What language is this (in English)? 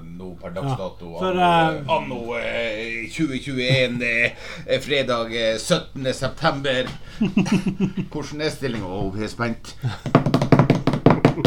Norwegian